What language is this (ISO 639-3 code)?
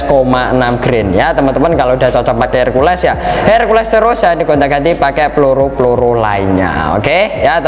ind